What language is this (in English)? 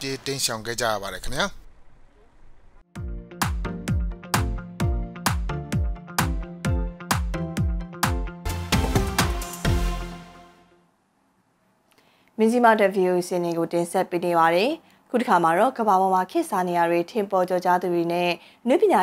Burmese